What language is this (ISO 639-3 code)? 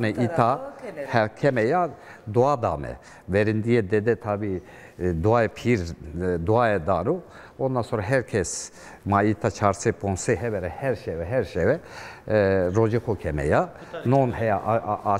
zza